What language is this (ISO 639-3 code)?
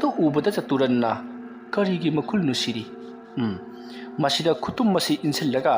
mni